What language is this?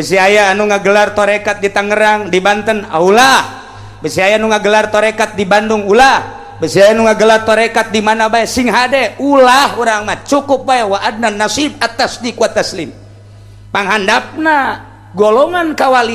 Sundanese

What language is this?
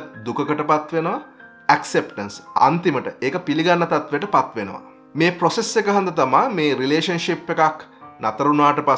Sinhala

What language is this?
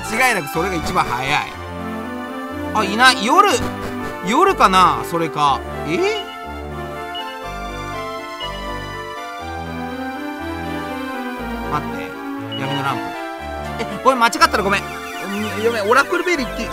Japanese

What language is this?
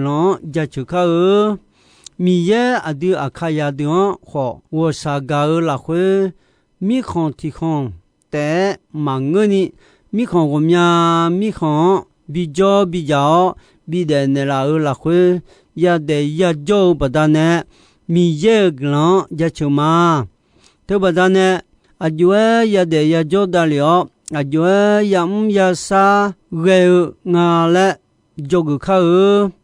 Akha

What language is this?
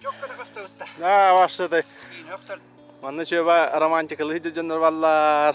Yakut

